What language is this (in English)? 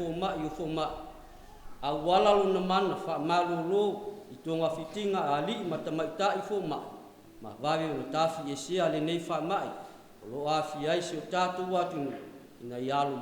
Samoan